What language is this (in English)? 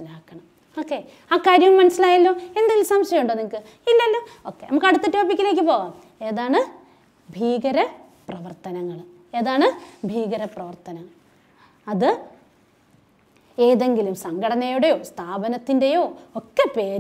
Malayalam